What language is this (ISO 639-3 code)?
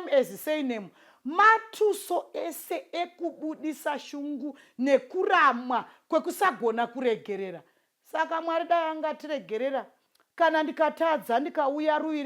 sna